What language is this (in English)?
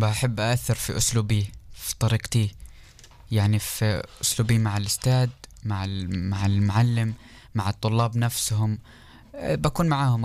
North Levantine Arabic